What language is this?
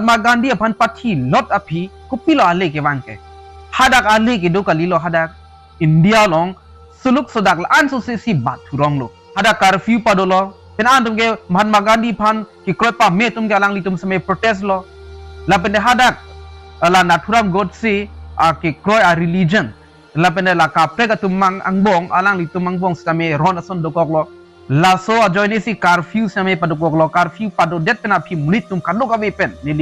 Karbi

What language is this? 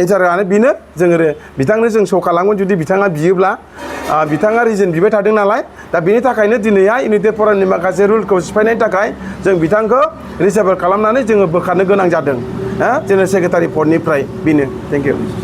Bodo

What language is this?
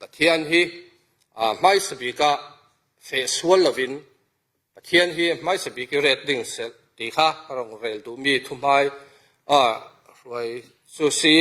Falam Chin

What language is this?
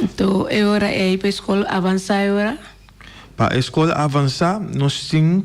Papiamento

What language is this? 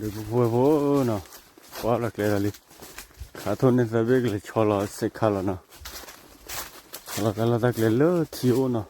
S'gaw Karen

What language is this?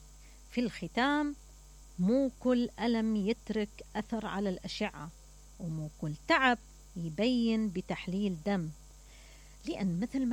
Mesopotamian Arabic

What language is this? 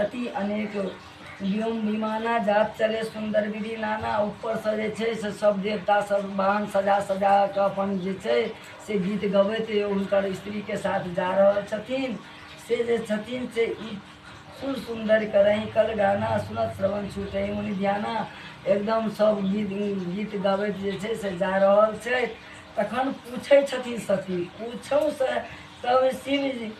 Maithili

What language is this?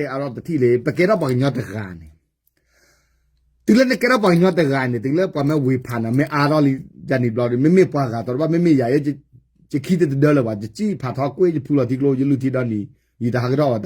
S'gaw Karen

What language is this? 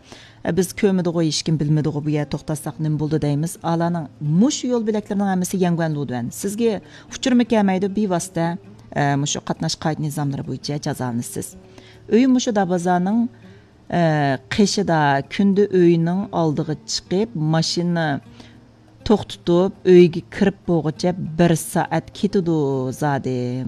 Uyghur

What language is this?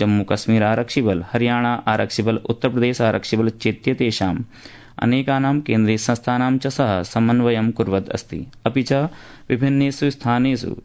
Sanskrit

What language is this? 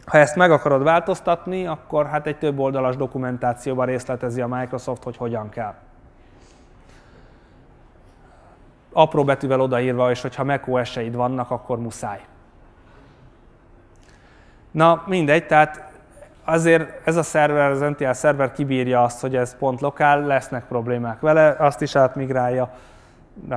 Hungarian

